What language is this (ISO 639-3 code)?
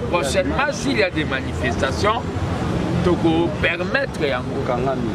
lin